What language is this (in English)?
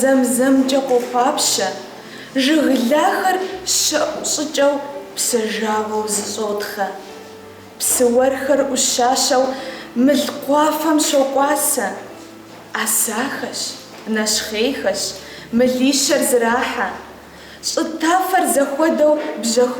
Kabardian